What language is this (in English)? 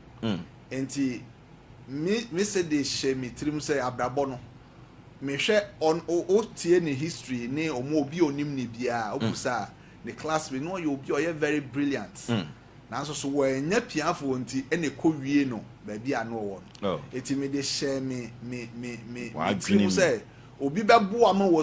Akan